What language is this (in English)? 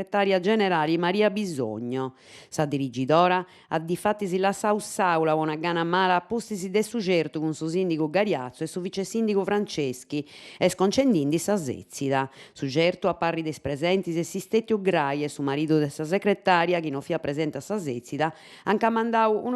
Sardinian